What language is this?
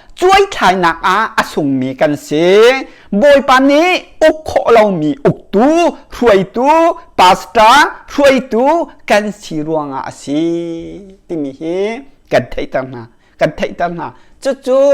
Hakha Chin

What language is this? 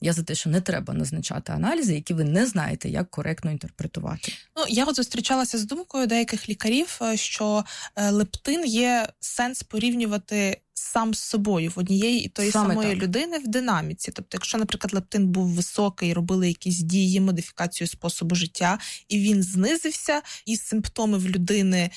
Ukrainian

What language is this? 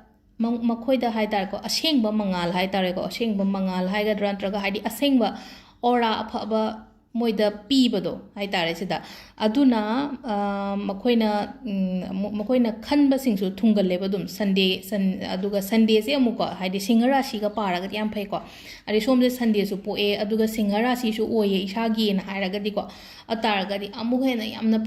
Manipuri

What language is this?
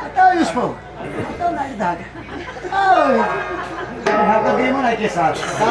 Kashmiri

